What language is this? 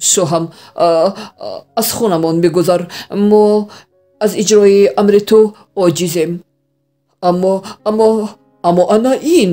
Tajik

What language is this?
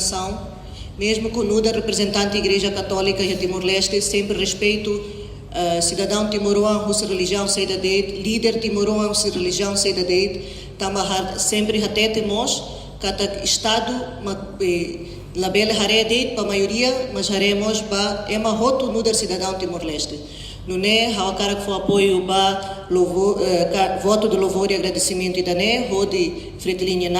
Tetum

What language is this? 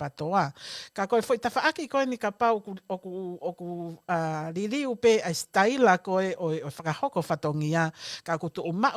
Tongan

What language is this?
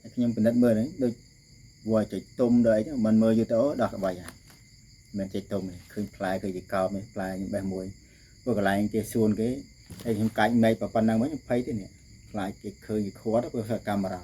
Khmer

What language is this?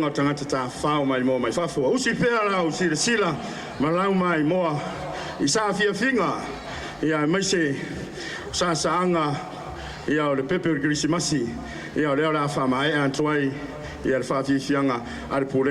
Samoan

